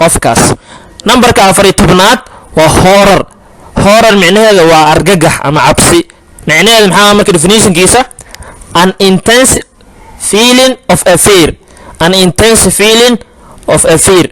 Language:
Somali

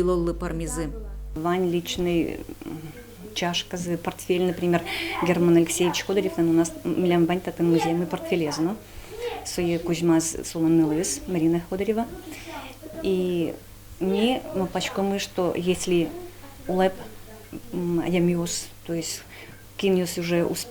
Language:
Udmurt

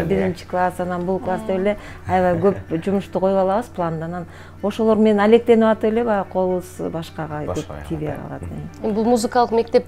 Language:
Kyrgyz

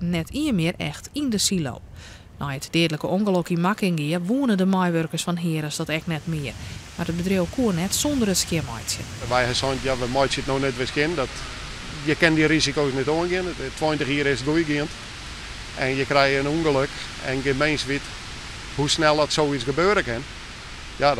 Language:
Western Frisian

